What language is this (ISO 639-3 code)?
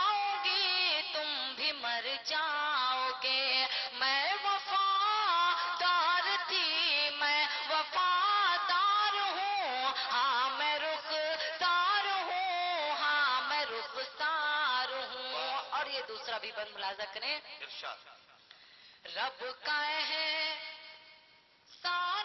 urd